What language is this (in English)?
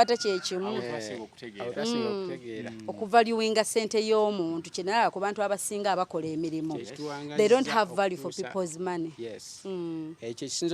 Ganda